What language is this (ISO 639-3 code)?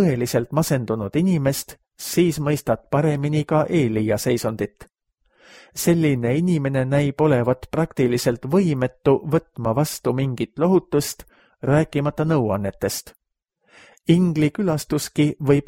est